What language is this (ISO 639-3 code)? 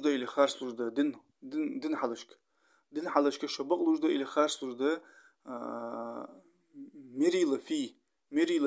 inh